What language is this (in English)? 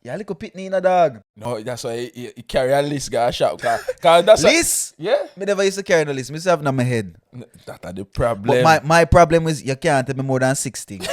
Jamaican Creole English